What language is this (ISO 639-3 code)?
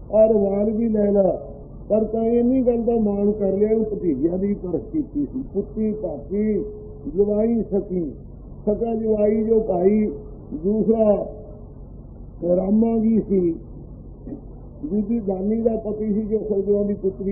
pan